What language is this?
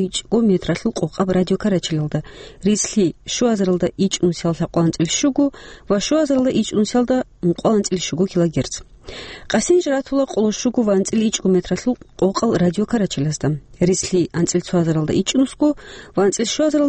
Avaric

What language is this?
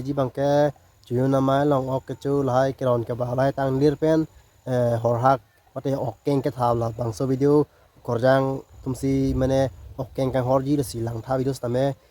Karbi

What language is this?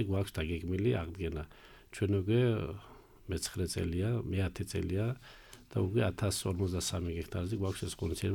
Georgian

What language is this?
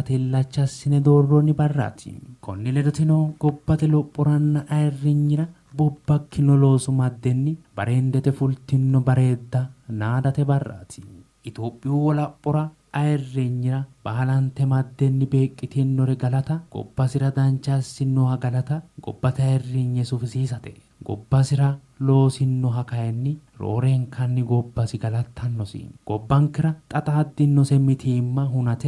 Sidamo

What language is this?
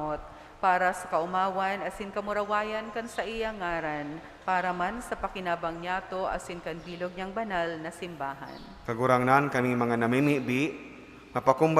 Bikol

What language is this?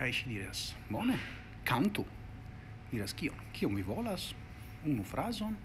Esperanto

